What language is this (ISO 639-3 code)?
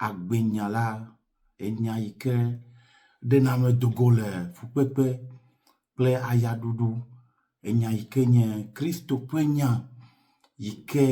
ewe